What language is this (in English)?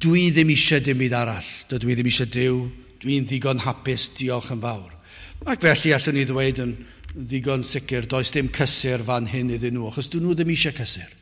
Welsh